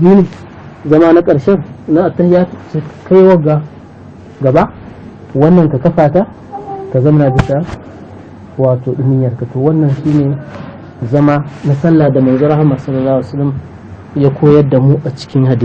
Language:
Hausa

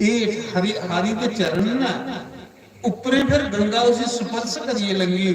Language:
Dogri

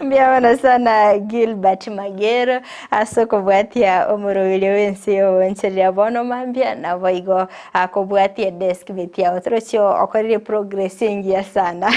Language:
Gusii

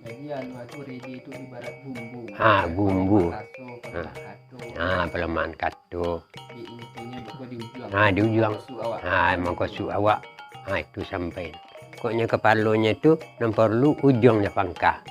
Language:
Minangkabau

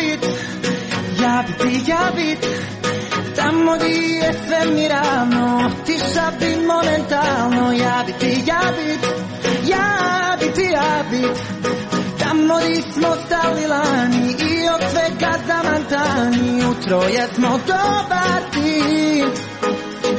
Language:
Croatian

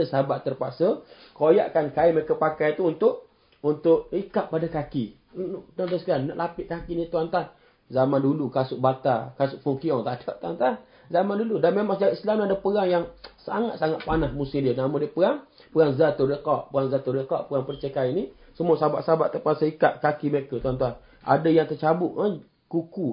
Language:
Malay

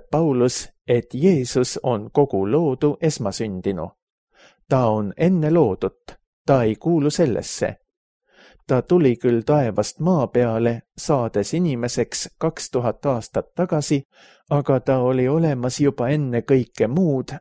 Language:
Estonian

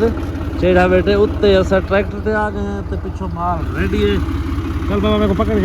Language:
Saraiki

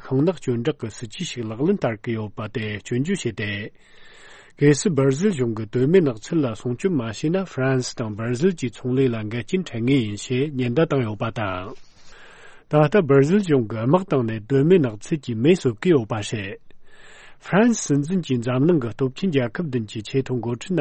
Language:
Tibetan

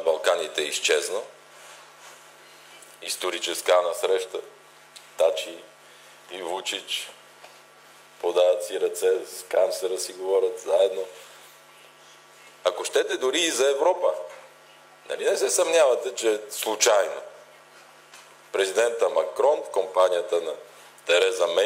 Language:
Bulgarian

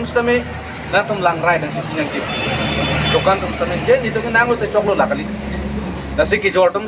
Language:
Karbi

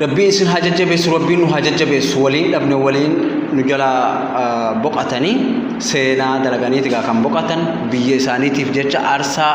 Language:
Oromo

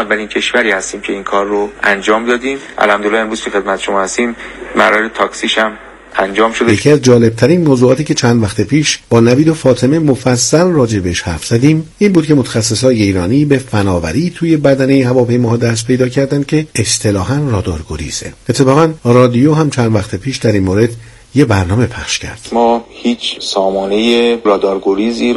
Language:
Persian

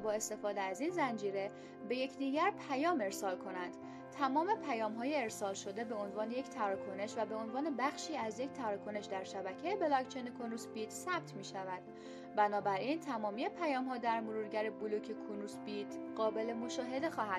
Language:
Persian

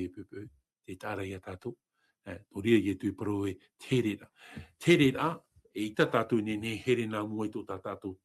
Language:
Tahitian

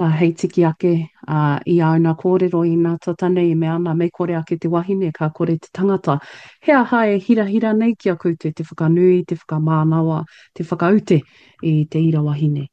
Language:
Māori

